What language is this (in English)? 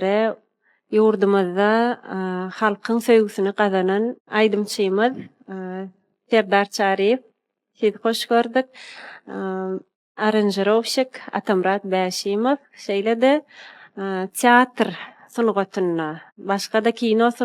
Turkmen